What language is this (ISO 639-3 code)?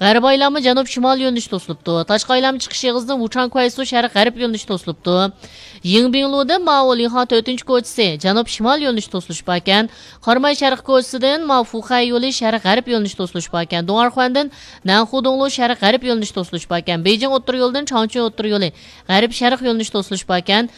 uig